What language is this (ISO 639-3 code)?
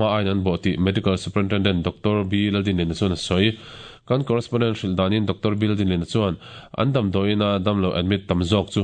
lus